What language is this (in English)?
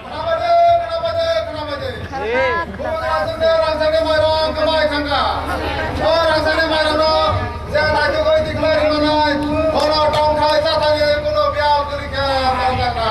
Kok Borok